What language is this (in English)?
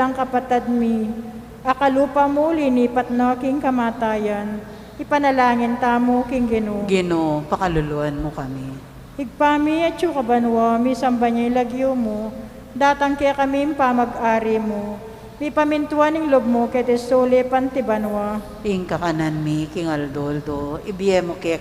Pampanga